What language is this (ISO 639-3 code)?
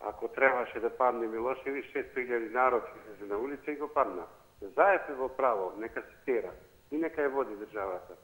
mkd